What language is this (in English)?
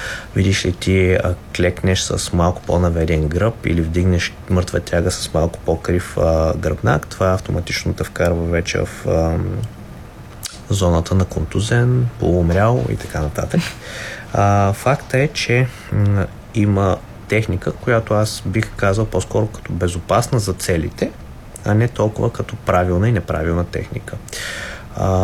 Bulgarian